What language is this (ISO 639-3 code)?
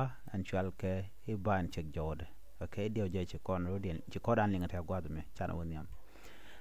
nus